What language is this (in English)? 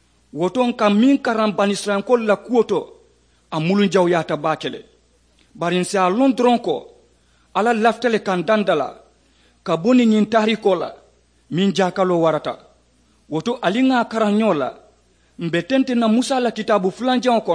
Mandingo